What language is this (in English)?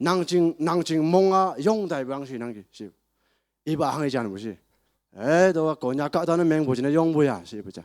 Naga Pidgin